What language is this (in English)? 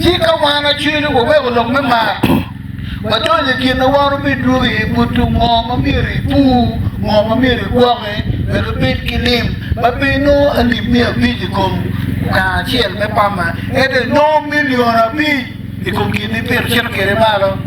Acoli